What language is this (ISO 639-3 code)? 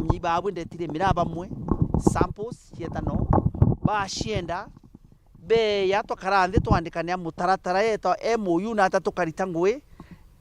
mer